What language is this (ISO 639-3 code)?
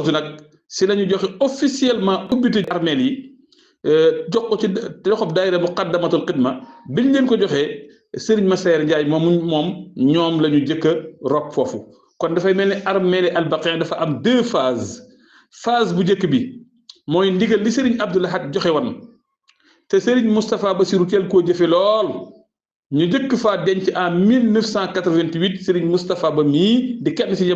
wol